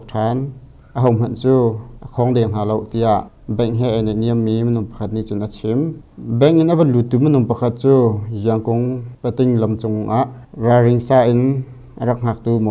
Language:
Hakha Chin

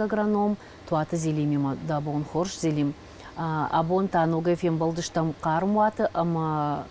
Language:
Ossetic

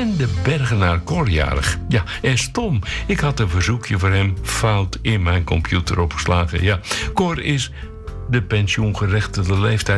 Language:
Dutch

